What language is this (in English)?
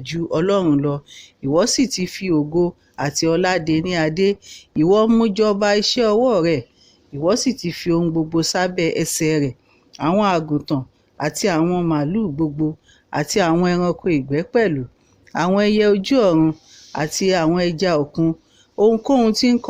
Yoruba